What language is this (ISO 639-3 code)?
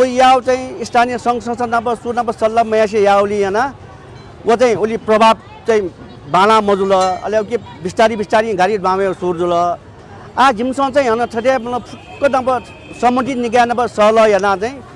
new